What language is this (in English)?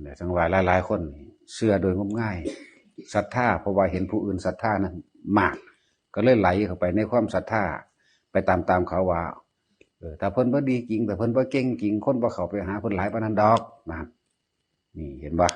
Northeastern Thai